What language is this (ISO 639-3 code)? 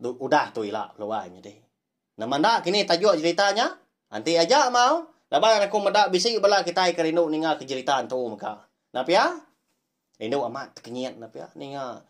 iba